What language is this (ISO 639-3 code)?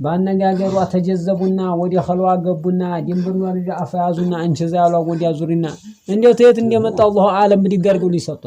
amh